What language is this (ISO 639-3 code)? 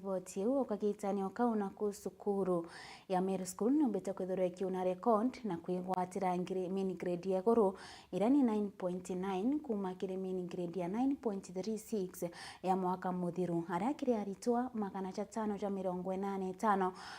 mer